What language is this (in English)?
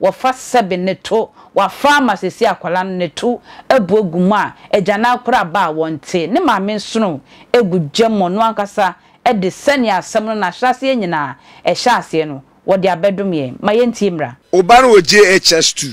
Akan